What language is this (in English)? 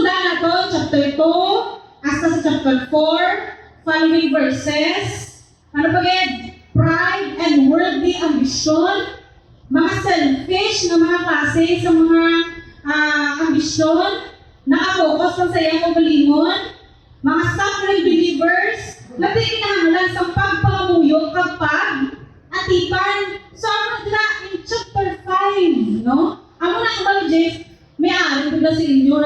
Hiligaynon